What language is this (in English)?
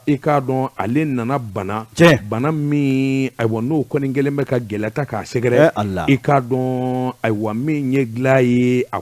Bambara